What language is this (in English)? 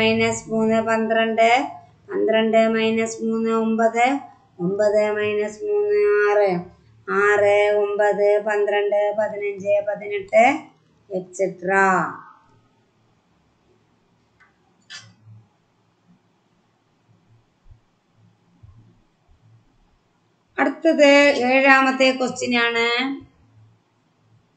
Malayalam